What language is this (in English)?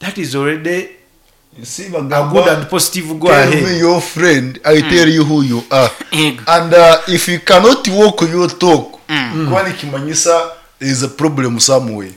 Nyoro